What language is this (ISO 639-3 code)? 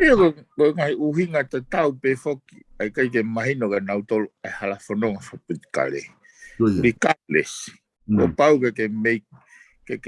ton